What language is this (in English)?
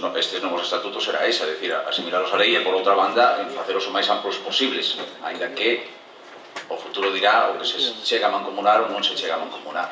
Galician